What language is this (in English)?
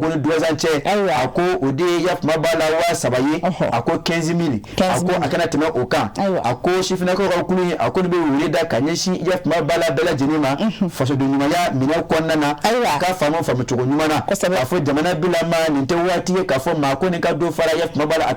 Bambara